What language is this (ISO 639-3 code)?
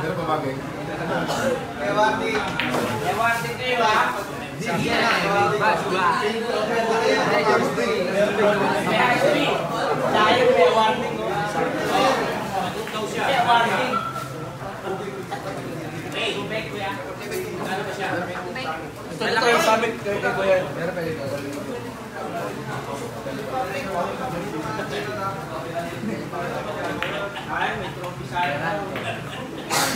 fil